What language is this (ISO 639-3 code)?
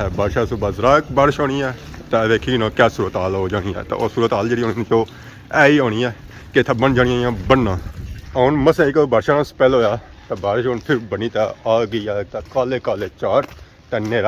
phr